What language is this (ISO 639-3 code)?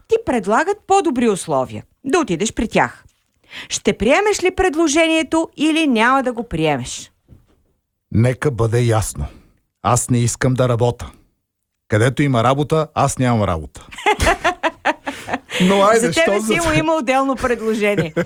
bul